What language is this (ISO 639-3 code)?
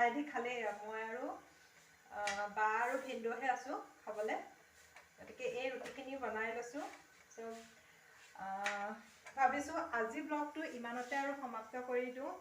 asm